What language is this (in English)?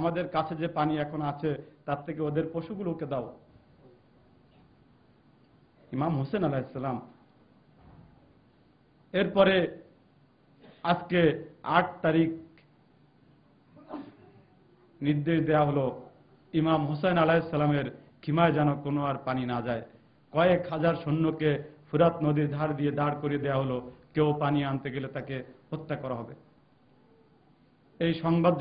Bangla